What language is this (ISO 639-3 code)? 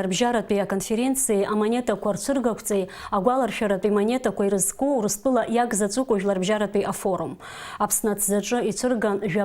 abk